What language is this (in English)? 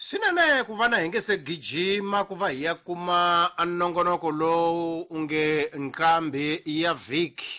Tsonga